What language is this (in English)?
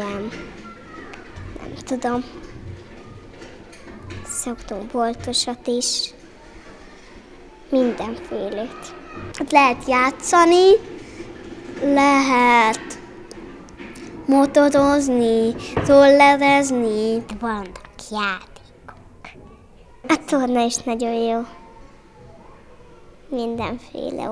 Hungarian